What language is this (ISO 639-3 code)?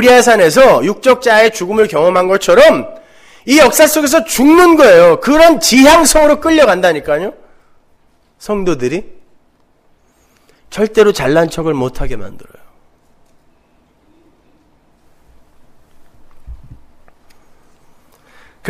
kor